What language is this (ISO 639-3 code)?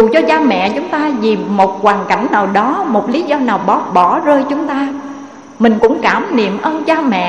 vie